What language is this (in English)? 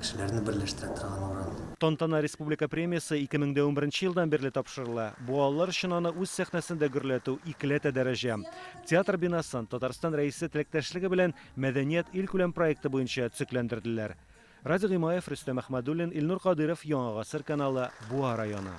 Tatar